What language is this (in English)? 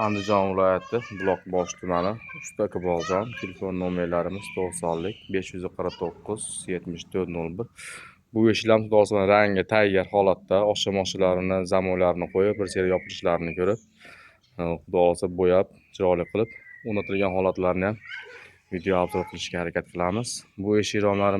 Uzbek